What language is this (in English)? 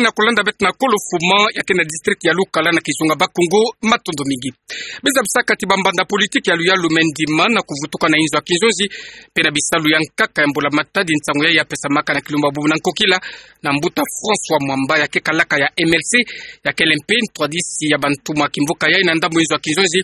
Kituba (Democratic Republic of Congo)